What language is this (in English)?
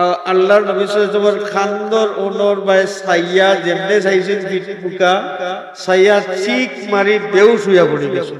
Sylheti